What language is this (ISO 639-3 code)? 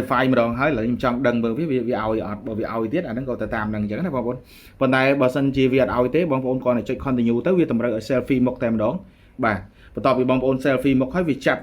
khm